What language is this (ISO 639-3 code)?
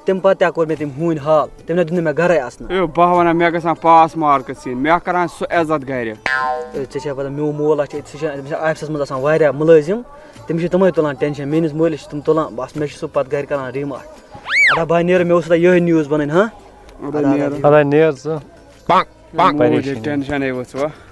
kas